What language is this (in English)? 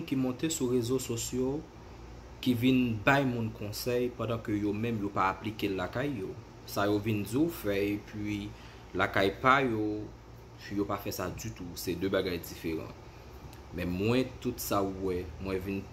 Haitian Creole